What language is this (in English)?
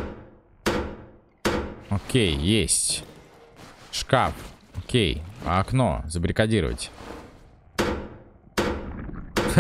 Russian